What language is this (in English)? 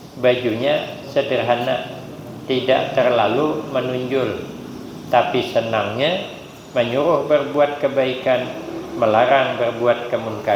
Banjar